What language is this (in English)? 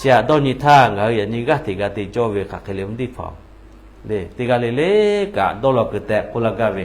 Lahu